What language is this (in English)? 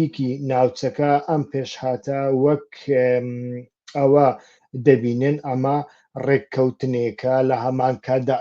Central Kurdish